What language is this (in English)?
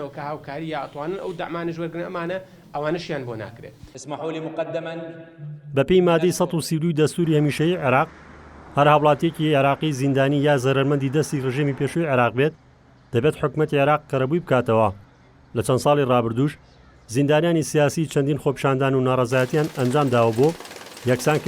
Central Kurdish